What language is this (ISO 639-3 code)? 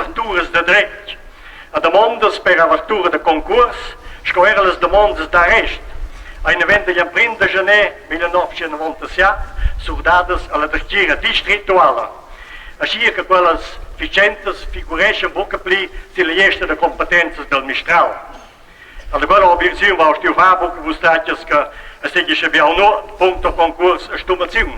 roh